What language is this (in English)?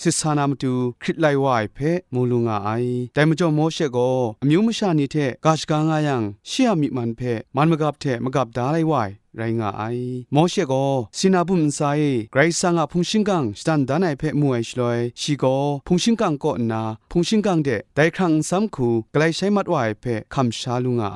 Kachin